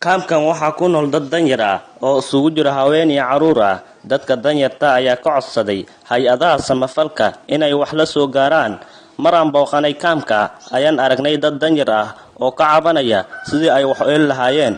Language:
Somali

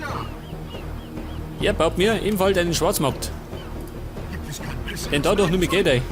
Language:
Bavarian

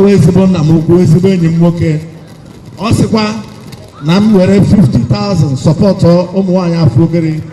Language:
Igbo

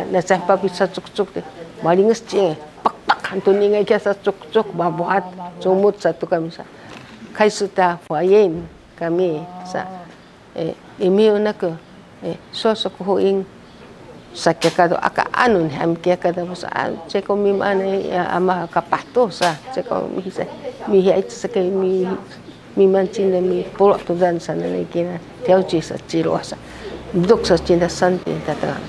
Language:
Sakizaya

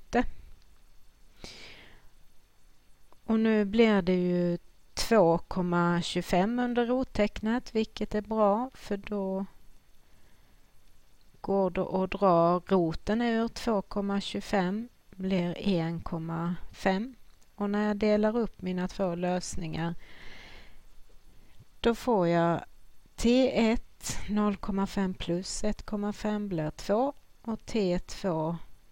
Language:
Swedish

